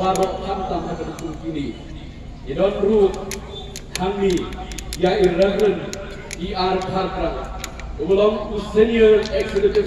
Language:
Khasi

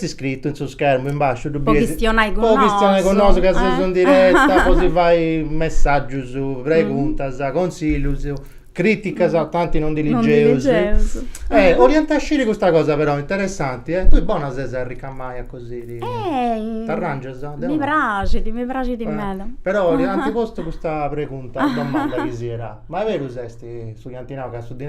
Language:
Sardinian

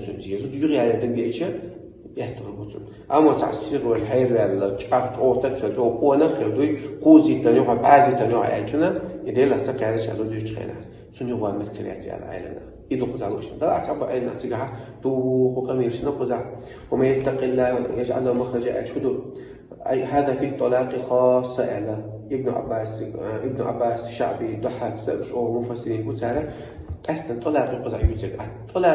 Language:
Chechen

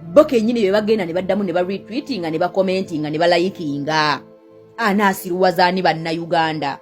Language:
Ganda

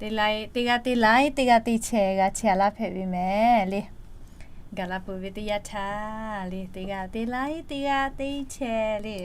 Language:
Lahu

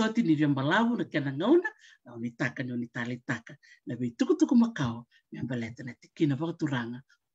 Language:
Fijian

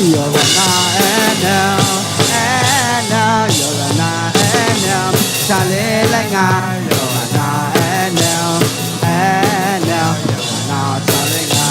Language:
Akha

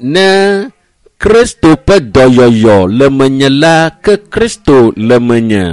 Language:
Ewe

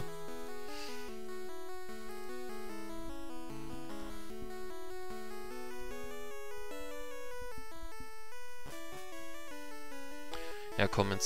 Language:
German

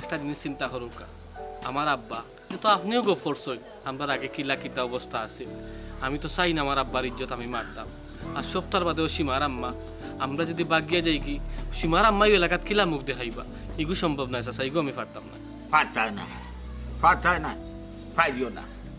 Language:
Sylheti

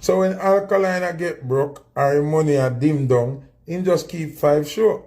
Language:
Jamaican Creole English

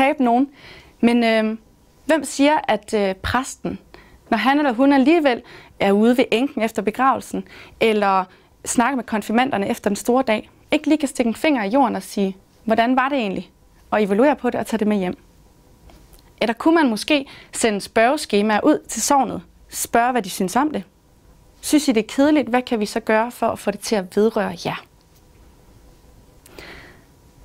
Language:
Danish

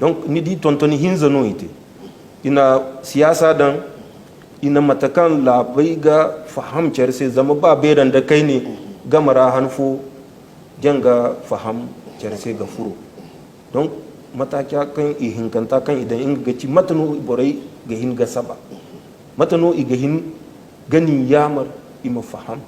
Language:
Zarma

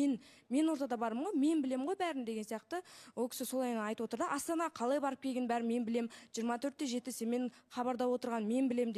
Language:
Kazakh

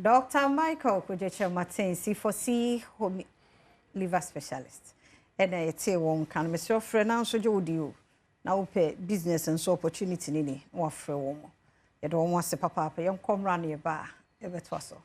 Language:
Akan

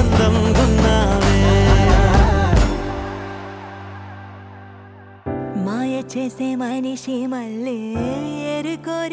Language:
Telugu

